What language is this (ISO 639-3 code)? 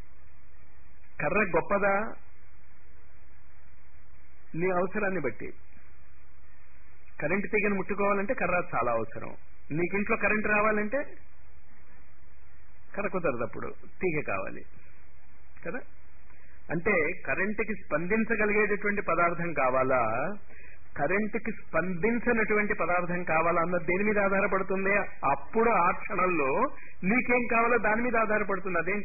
tel